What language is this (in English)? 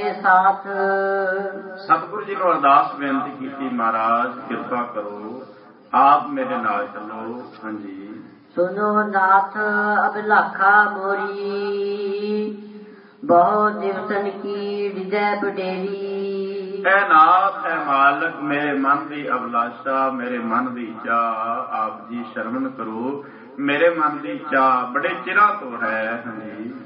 Punjabi